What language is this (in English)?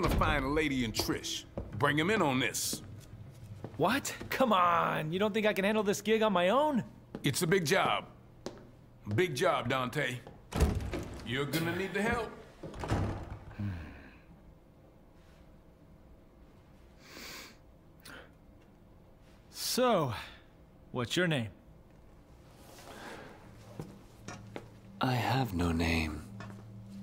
English